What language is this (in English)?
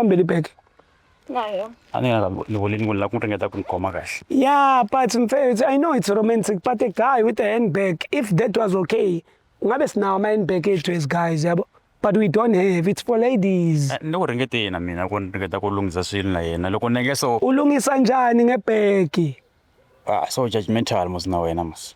Zulu